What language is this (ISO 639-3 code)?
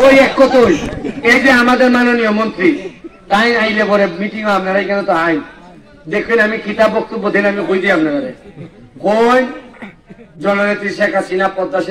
syl